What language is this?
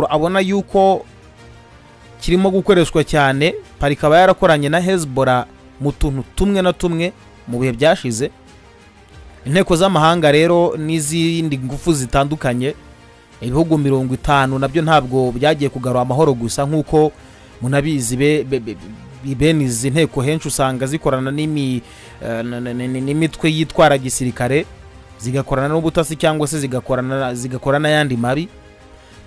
Kinyarwanda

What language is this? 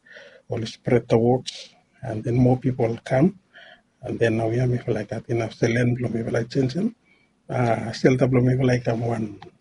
Bislama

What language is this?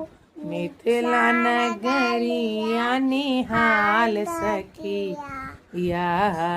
Maithili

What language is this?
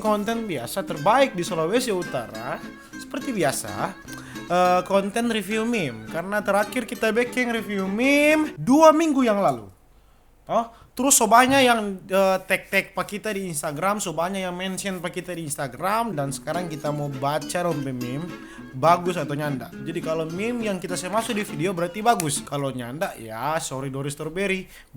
Manado Malay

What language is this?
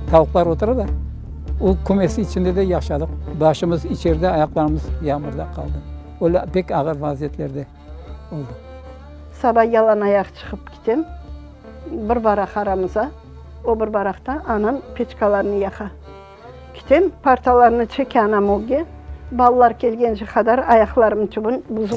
Crimean Tatar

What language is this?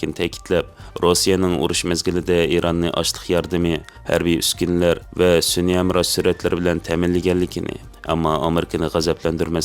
Uyghur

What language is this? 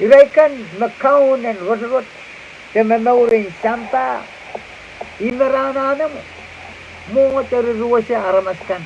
Pohnpeian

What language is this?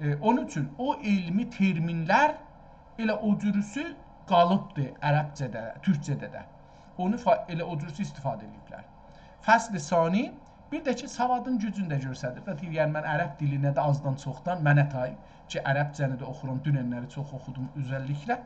South Azerbaijani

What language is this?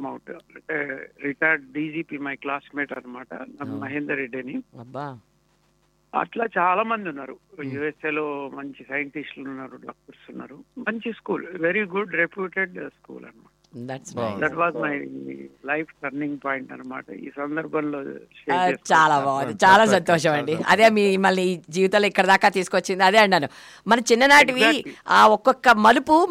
Telugu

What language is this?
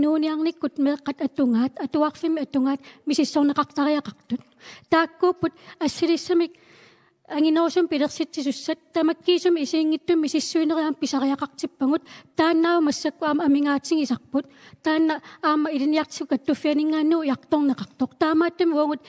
Kalaallisut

